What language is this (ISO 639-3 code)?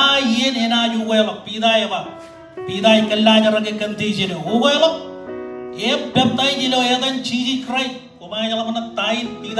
mah